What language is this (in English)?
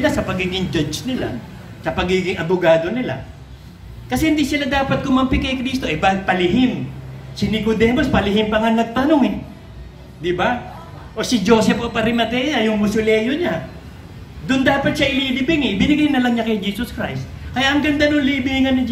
Filipino